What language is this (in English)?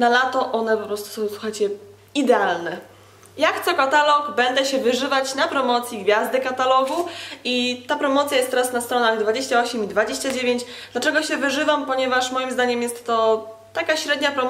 Polish